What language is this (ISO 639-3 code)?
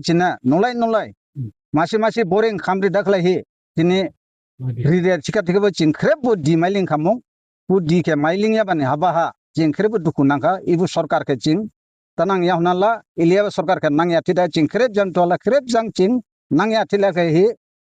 dis